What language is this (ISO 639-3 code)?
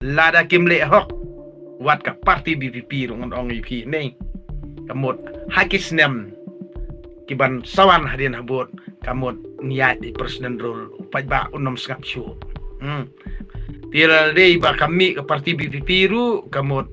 kha